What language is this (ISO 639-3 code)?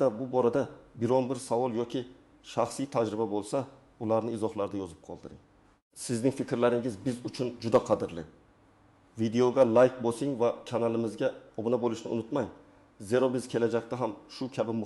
uzb